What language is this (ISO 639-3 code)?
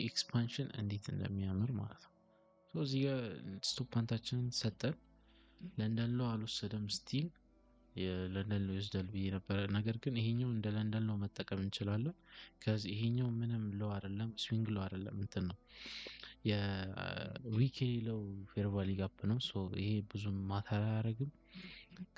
amh